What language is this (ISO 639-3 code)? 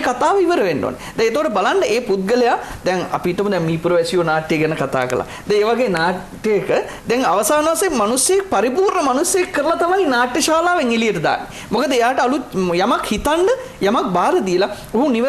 sin